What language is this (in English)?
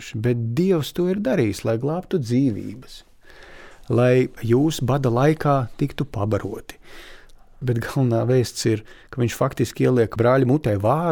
Latvian